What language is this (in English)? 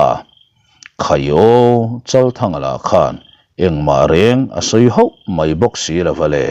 Mizo